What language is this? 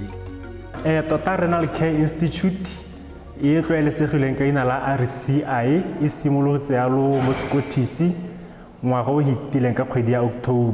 Tswana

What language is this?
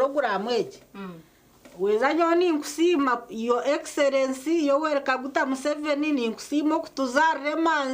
Nyankole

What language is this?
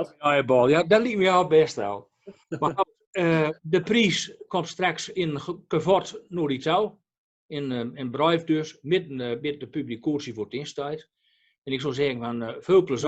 Gronings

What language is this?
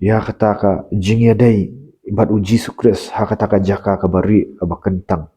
Khasi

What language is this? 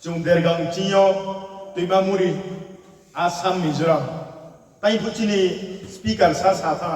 Riang (India)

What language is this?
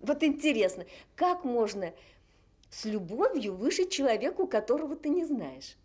Bashkir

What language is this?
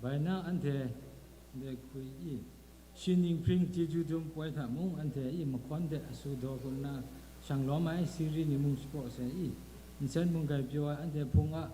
Kachin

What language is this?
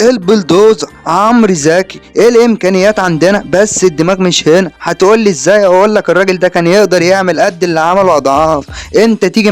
Egyptian Arabic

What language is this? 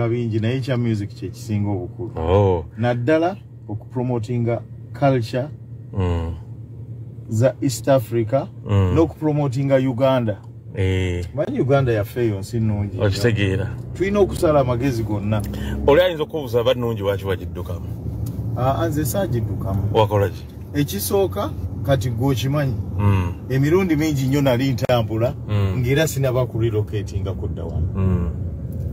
Ganda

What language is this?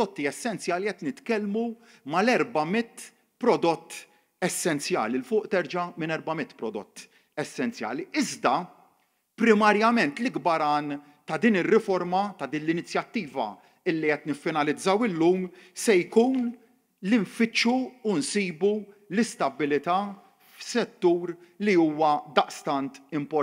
Maltese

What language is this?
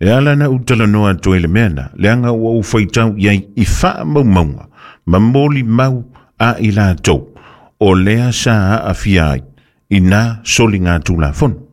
Samoan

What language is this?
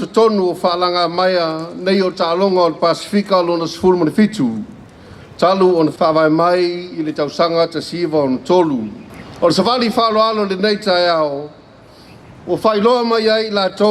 Samoan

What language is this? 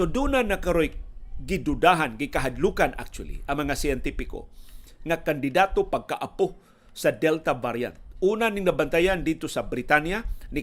Cebuano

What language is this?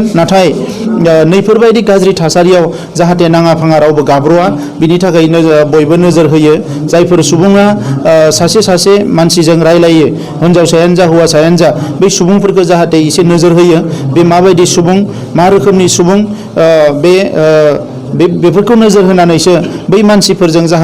Bodo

